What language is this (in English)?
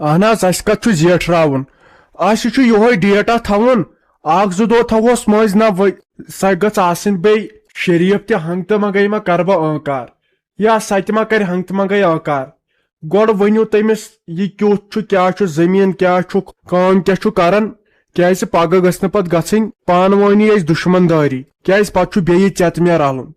Kashmiri